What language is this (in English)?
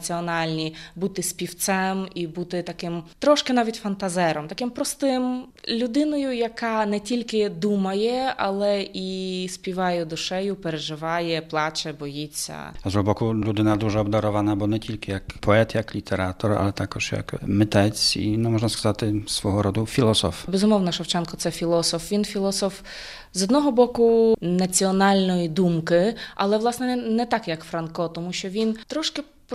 Ukrainian